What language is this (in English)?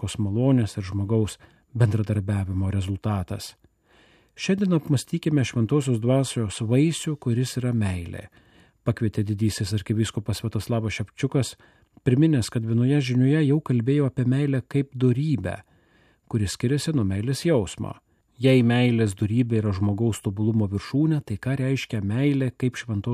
Lithuanian